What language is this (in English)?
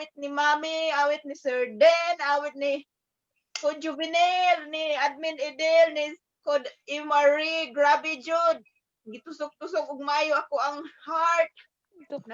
Cebuano